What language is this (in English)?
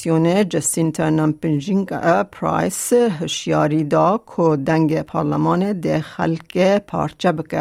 Kurdish